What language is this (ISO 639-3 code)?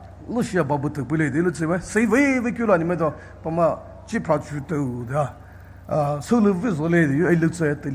pmx